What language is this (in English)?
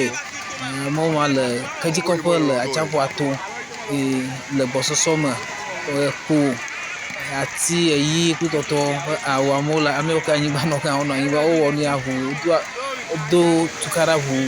Ewe